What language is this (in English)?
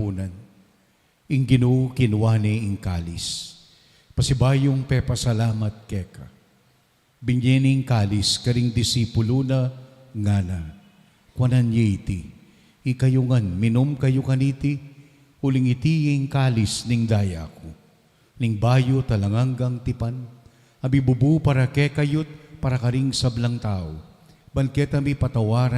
Pampanga